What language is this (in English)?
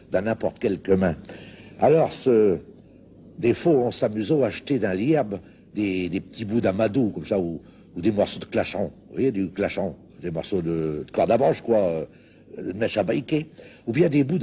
Picard